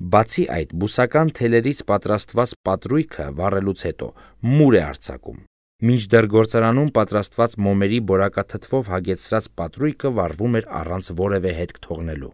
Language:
Armenian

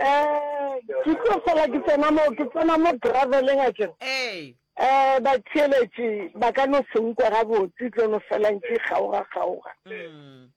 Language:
Northern Sotho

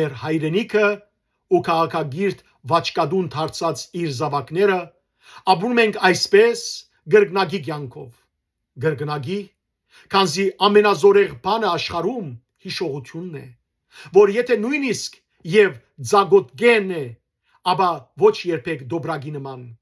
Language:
Western Armenian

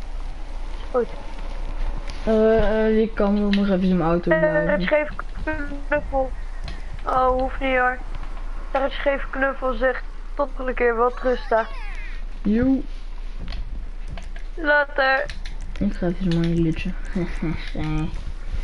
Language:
Dutch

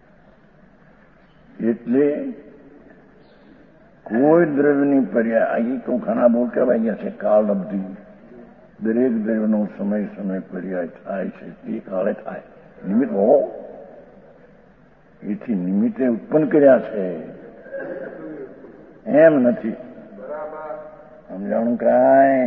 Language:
Gujarati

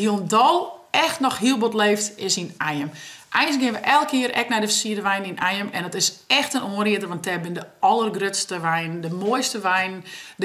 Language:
Western Frisian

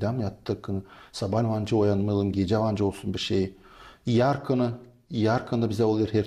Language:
Gagauz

